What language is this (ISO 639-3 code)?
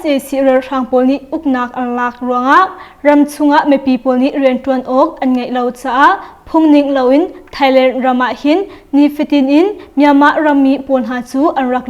cnh